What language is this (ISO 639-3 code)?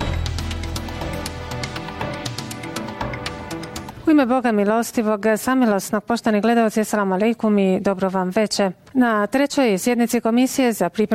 bos